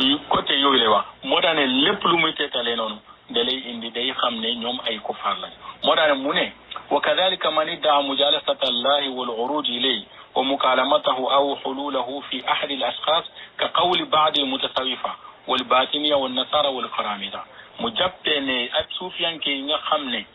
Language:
Wolof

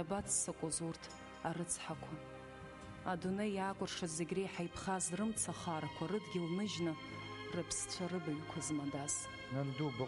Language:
Abkhazian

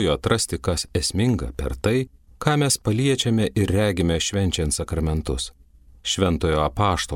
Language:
Lithuanian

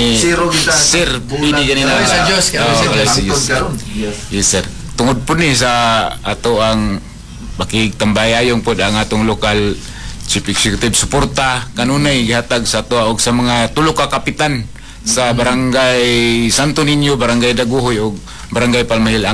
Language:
Cebuano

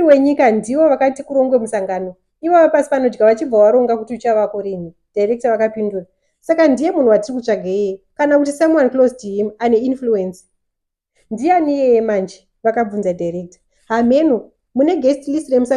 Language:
Shona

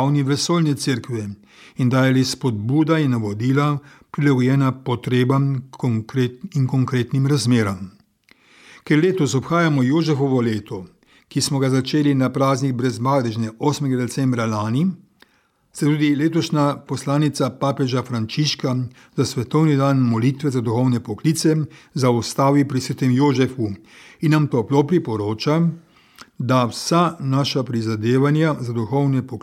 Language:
Slovenian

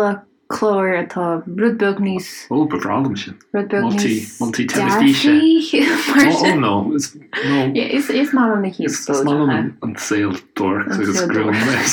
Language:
Irish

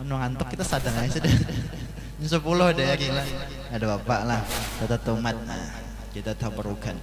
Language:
Banjar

